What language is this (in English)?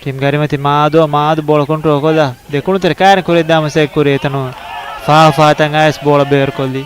Divehi